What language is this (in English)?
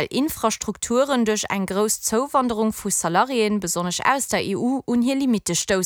Luxembourgish